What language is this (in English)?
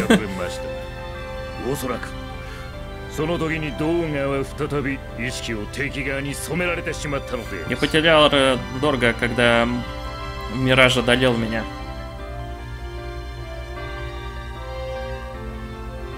Russian